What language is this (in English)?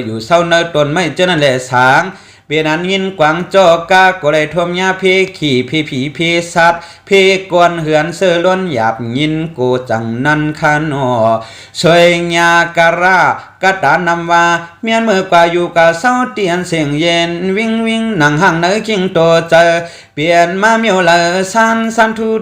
Shan